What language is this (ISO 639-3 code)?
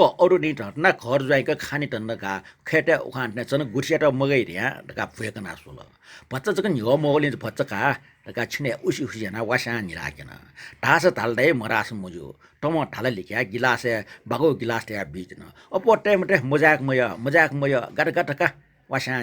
new